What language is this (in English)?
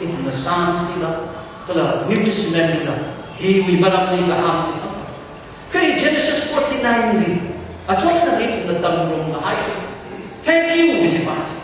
Tangkhul Naga (India)